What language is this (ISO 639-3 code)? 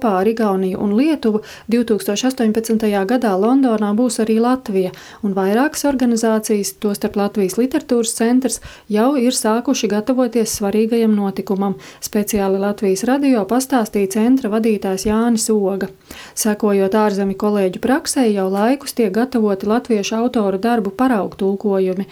lav